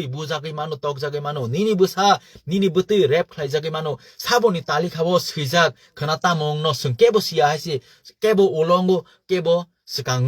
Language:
Kok Borok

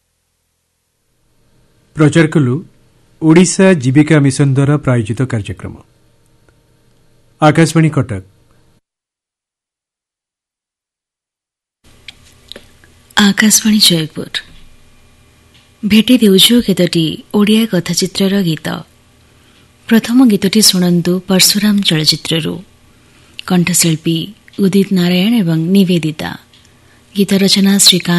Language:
Odia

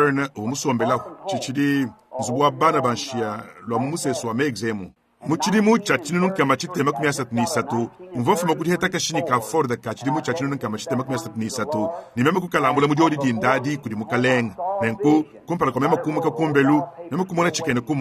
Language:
Luba-Lulua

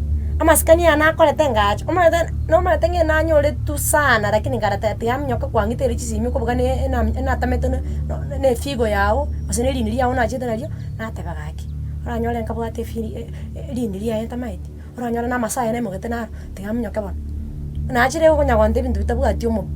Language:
Gusii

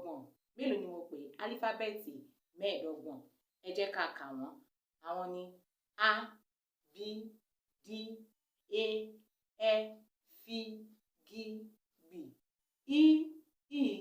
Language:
Yoruba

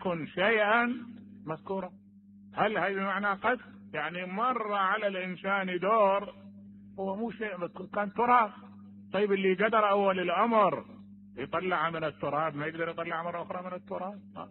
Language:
Mesopotamian Arabic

